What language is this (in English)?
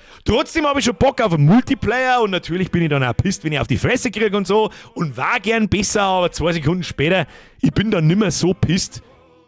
Bavarian